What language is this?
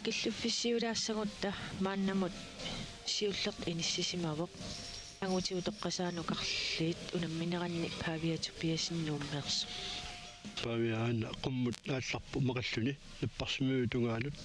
Kalaallisut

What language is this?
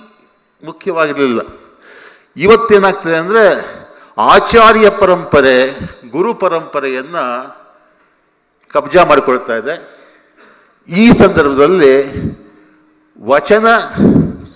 Kannada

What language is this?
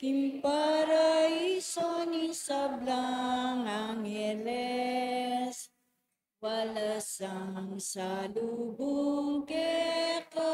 Pampanga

